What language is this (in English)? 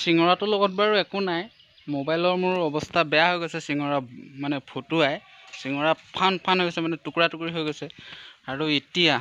Assamese